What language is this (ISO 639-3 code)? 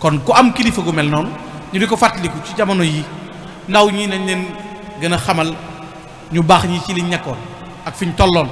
wol